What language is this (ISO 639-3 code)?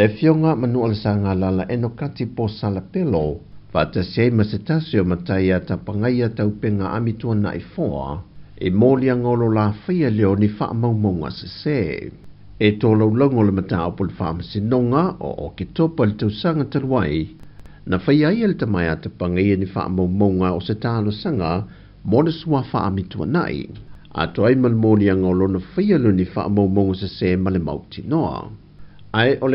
smo